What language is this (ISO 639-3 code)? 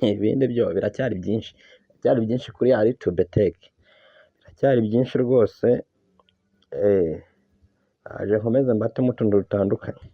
kin